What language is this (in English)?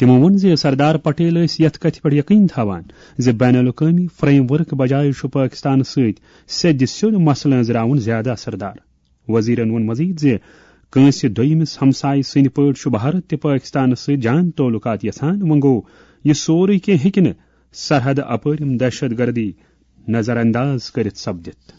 Kashmiri